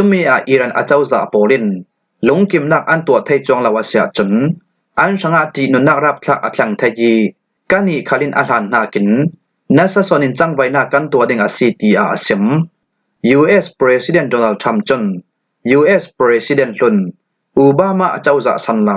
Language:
Falam Chin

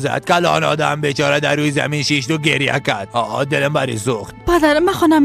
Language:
Persian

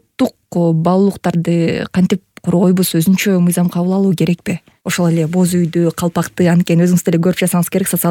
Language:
Kyrgyz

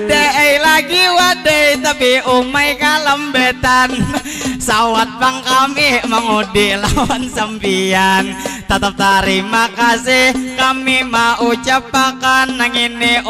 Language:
Banjar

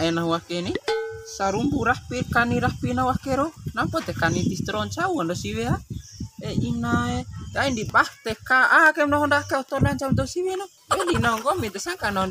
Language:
Bima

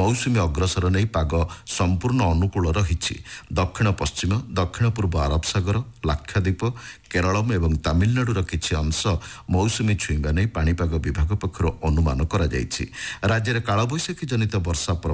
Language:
Odia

